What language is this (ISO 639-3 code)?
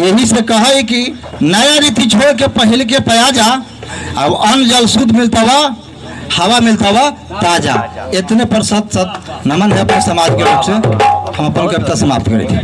mag